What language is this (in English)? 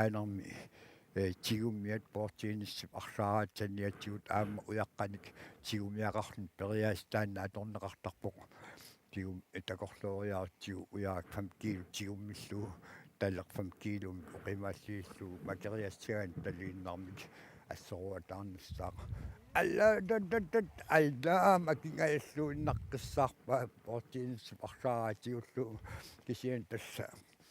Kalaallisut